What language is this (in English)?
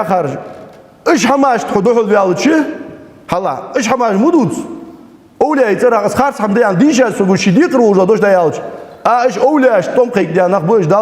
Ingush